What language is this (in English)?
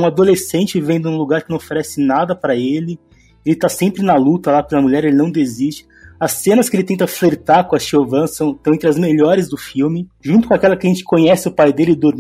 Portuguese